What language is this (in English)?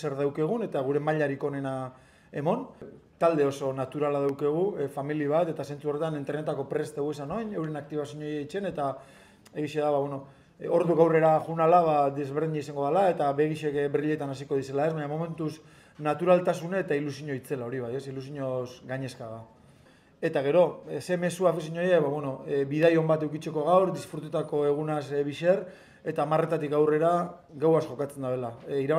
Basque